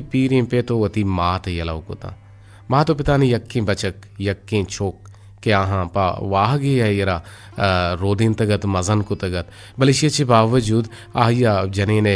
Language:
Eastern Balochi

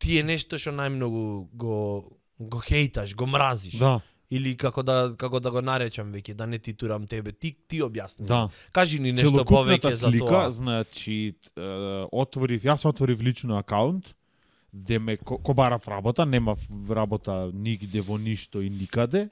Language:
Macedonian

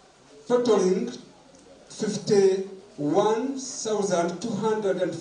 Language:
Nyankole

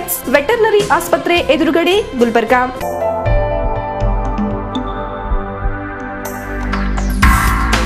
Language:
Kannada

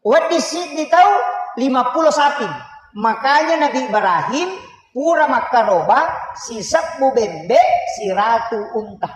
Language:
Buginese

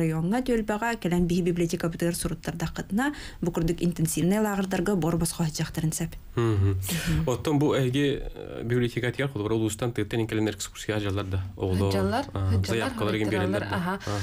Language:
Yakut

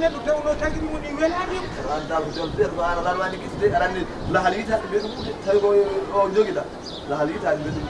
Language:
Fula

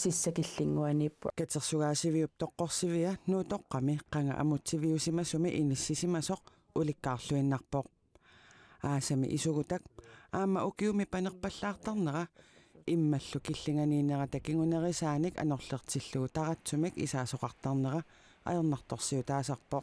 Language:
Kalaallisut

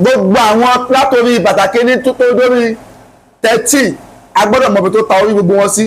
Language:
Yoruba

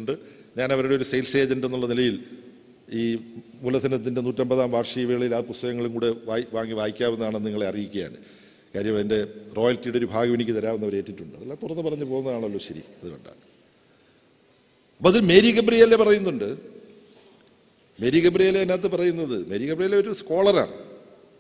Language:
Malayalam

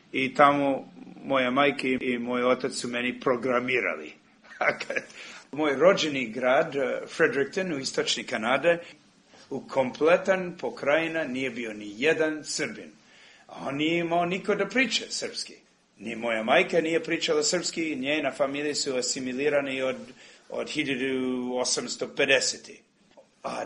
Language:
Serbian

